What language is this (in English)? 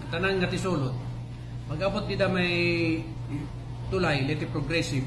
Waray